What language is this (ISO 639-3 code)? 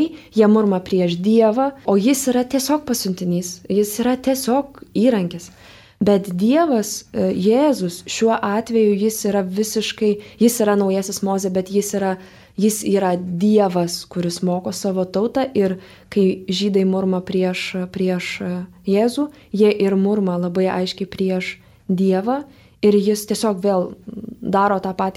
lit